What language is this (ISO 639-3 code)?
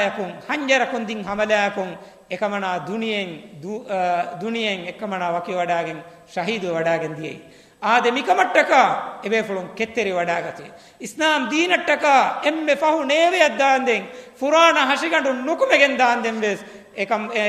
div